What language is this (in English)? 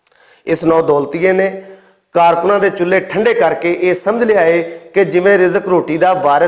Western Panjabi